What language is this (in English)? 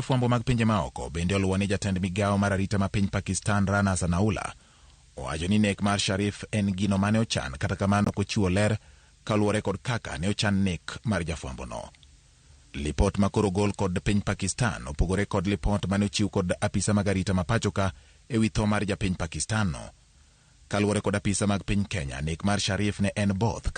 Luo (Kenya and Tanzania)